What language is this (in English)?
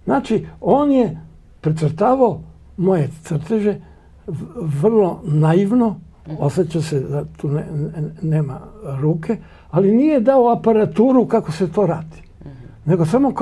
Serbian